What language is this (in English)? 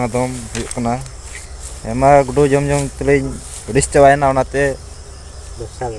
Santali